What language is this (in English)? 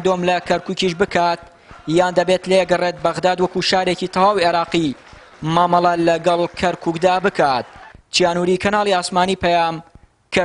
Central Kurdish